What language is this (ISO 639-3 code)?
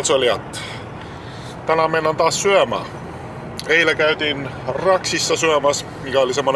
fin